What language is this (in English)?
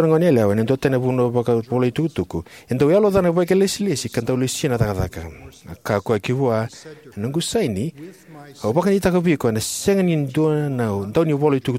Fijian